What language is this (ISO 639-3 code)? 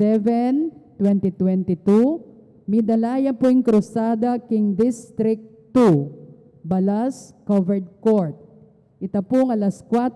pam